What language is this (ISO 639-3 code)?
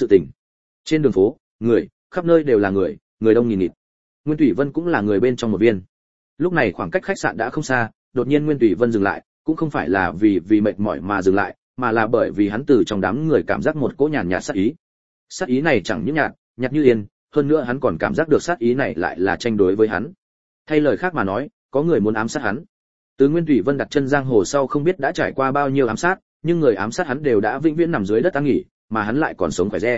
vie